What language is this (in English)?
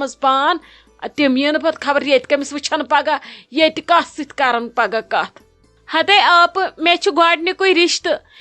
Kashmiri